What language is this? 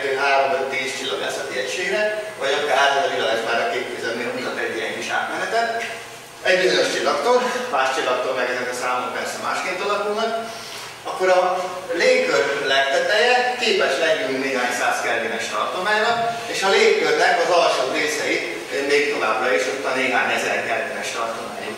Hungarian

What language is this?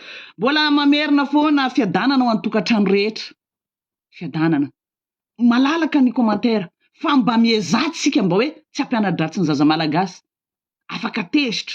Malagasy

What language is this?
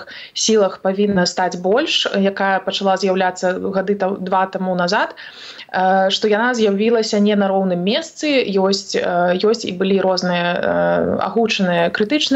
Belarusian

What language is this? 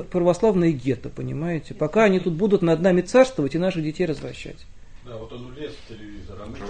Russian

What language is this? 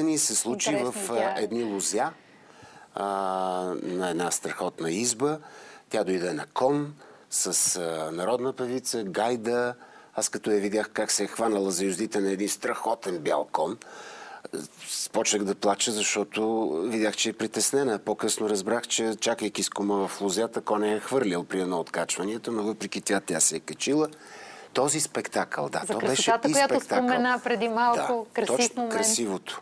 Bulgarian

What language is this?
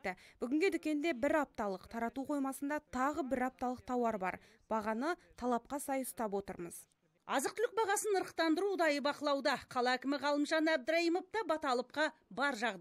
Kazakh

